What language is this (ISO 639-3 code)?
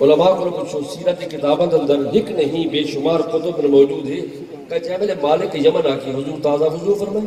lah